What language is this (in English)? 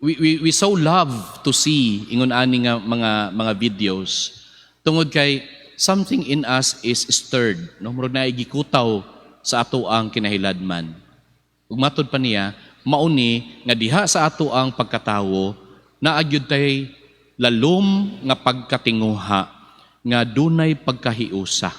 Cebuano